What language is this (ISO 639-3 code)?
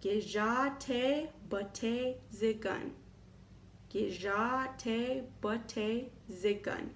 ciw